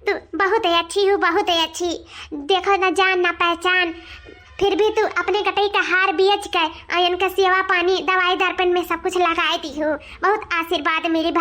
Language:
Awadhi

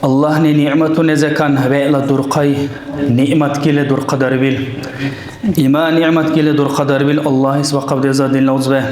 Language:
Dargwa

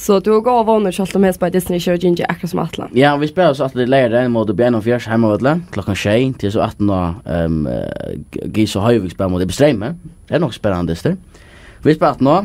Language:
Faroese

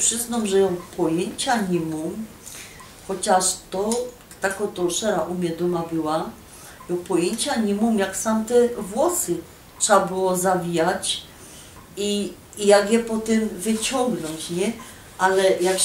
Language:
Silesian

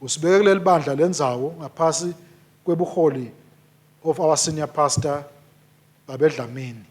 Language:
Swati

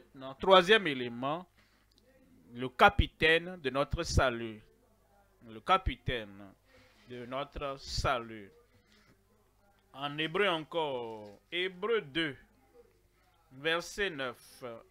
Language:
French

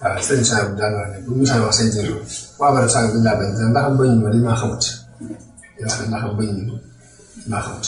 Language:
Wolof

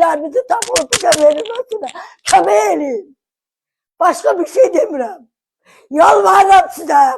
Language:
Azerbaijani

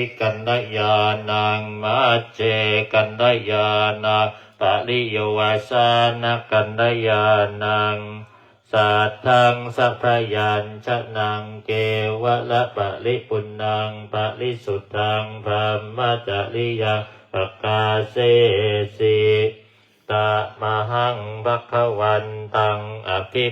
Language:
Pali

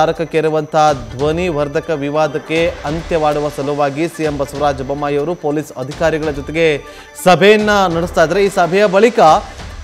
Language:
Kannada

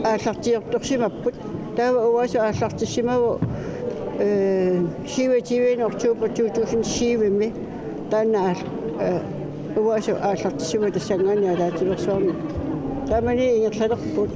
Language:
Kalaallisut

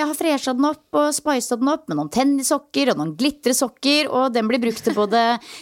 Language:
Norwegian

